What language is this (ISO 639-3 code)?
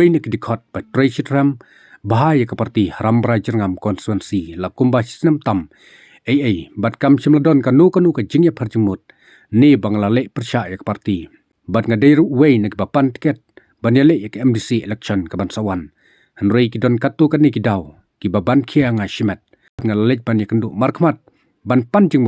kha